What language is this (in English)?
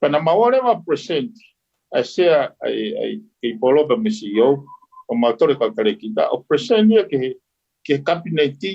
Tongan